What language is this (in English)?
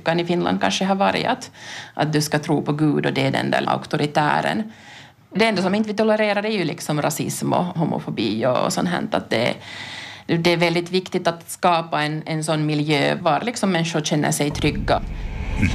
Swedish